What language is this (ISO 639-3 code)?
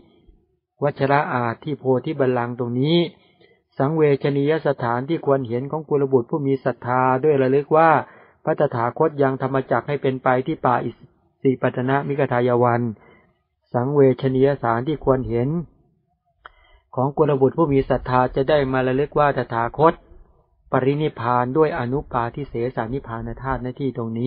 tha